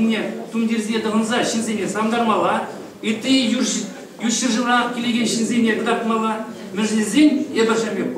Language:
Chuvash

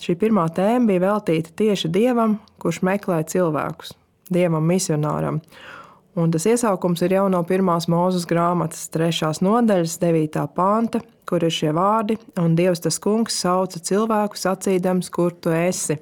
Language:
Latvian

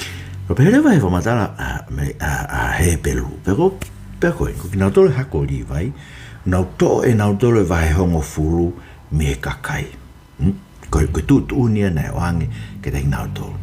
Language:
Tongan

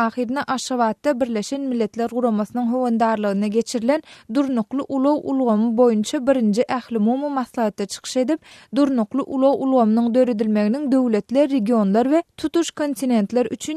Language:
Turkmen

